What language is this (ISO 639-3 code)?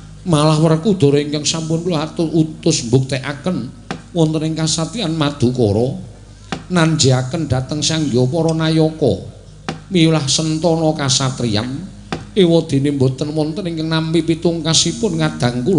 jav